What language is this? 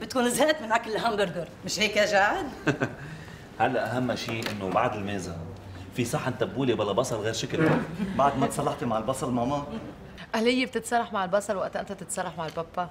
North Levantine Arabic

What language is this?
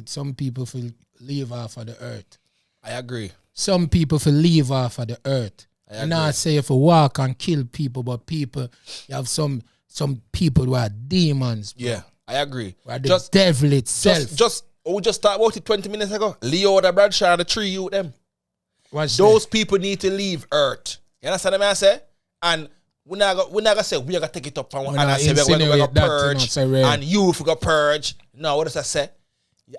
Jamaican Creole English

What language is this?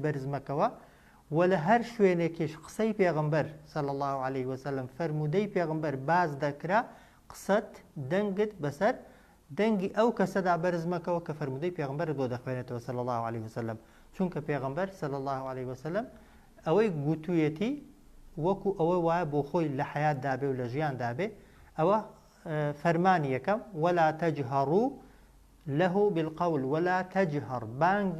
Central Kurdish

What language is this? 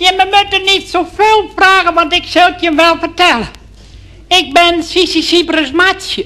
Western Frisian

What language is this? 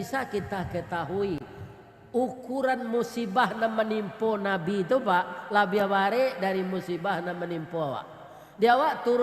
Minangkabau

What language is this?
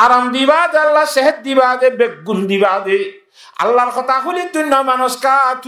Rohingya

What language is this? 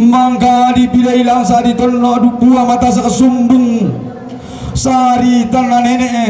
Toraja-Sa'dan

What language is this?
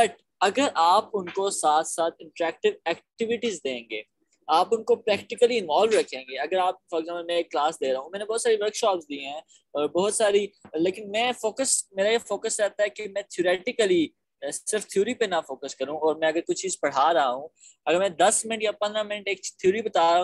Urdu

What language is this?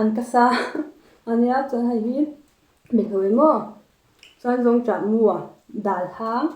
Mizo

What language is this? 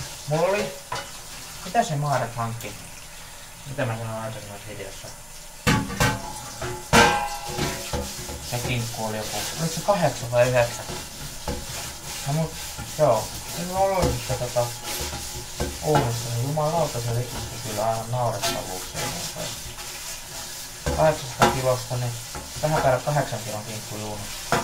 Finnish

